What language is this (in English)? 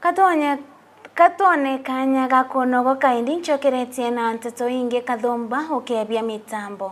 Meru